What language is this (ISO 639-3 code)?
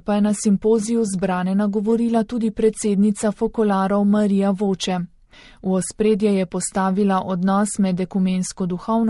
slv